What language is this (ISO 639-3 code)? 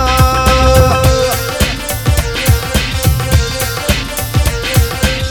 pan